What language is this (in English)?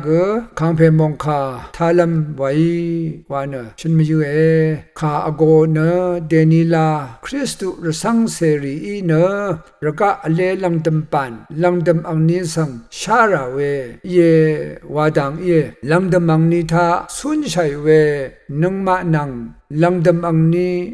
Rawang